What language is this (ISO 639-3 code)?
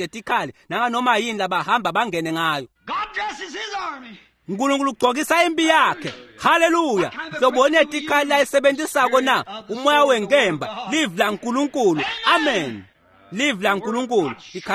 ssw